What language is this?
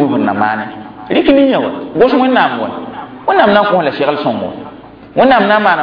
Mossi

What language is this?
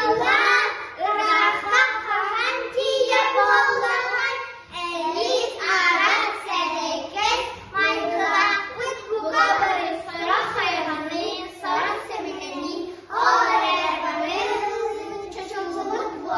Yakut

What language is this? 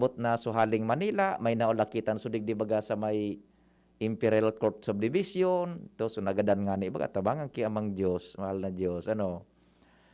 Bikol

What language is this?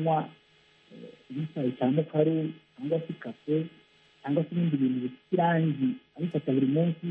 Kinyarwanda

